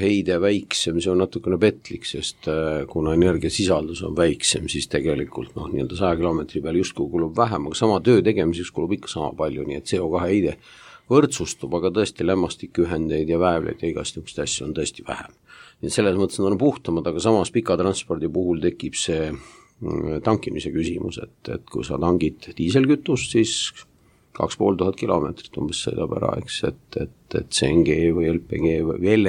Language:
Estonian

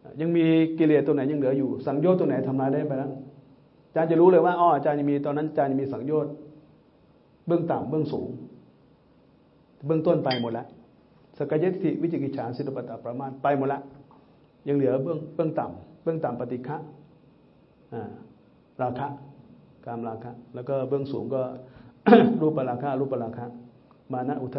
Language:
Thai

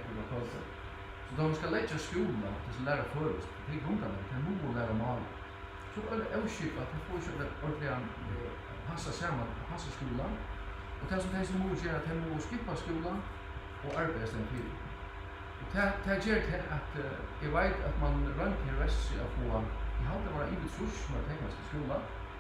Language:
Faroese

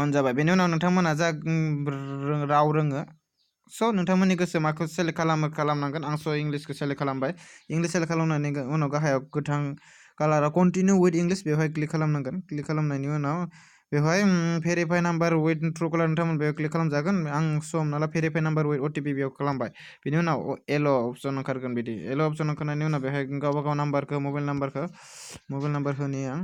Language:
Bodo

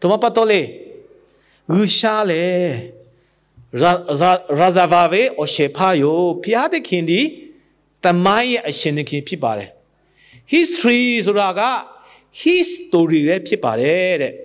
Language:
Lahu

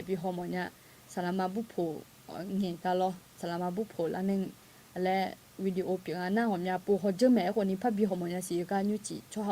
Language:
Akha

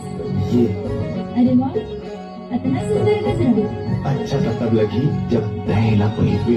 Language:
Chhattisgarhi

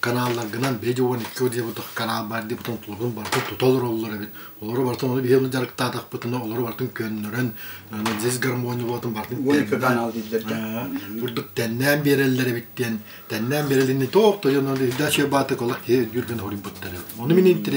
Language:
Yakut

